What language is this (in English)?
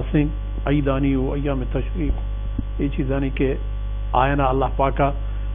Baluchi